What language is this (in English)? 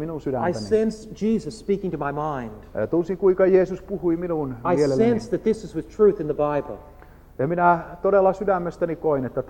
Finnish